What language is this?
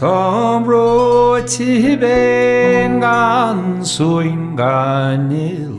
Irish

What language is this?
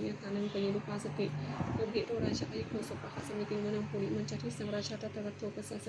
Pali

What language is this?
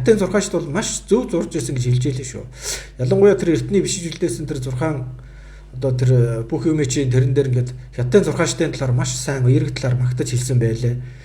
Mongolian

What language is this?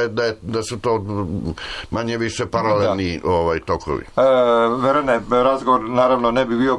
Serbian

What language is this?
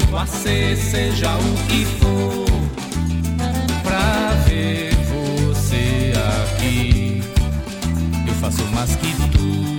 Portuguese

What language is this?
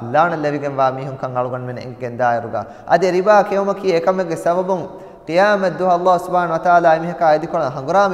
Divehi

